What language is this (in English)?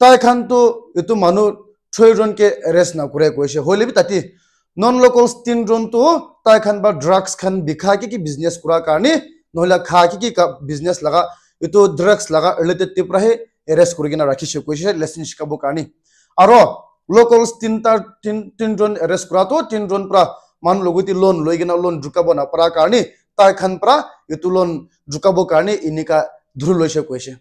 Naga Pidgin